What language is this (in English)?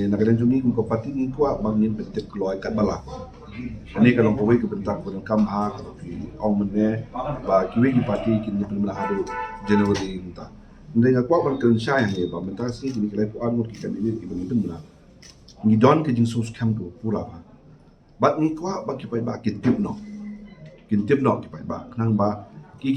Khasi